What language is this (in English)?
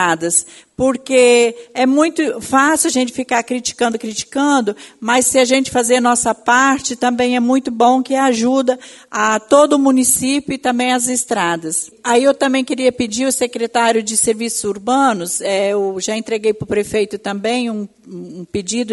Portuguese